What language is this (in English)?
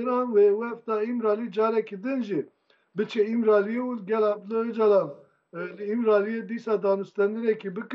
Kurdish